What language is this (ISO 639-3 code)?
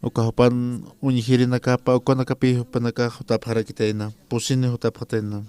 aym